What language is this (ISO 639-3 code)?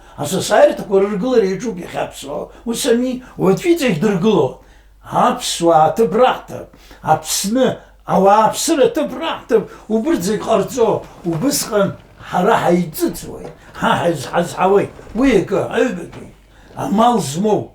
abk